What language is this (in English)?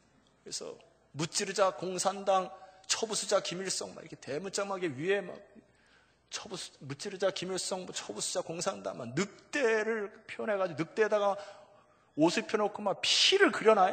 Korean